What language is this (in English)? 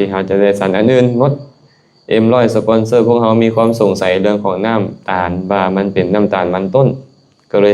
Lao